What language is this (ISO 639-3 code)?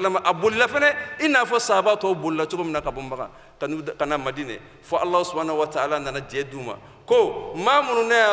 bam